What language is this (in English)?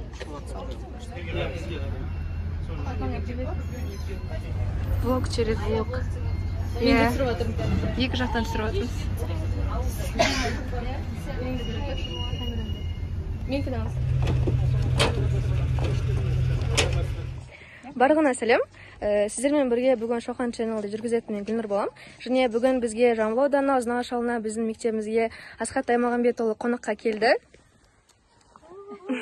Kazakh